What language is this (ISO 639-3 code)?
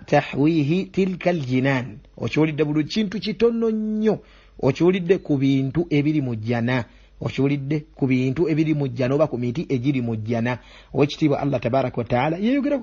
lug